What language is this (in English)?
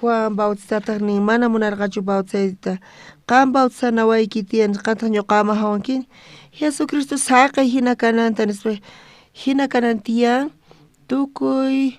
South Bolivian Quechua